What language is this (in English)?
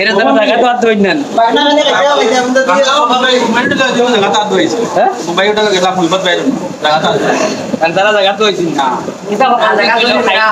Sylheti